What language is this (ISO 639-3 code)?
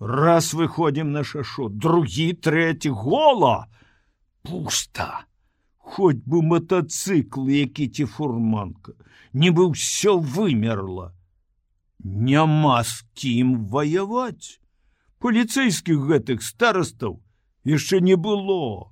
bel